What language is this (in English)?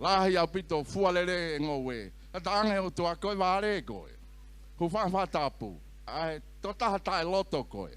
Tongan